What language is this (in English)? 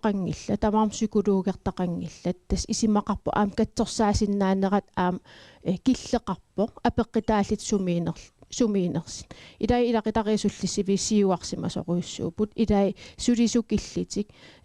Kalaallisut